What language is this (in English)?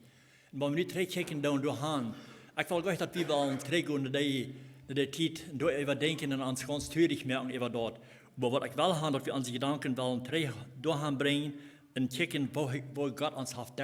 Plautdietsch